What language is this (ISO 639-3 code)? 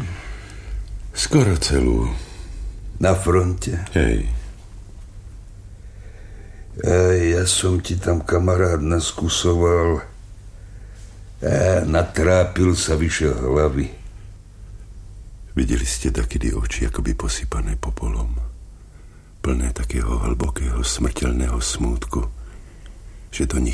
slk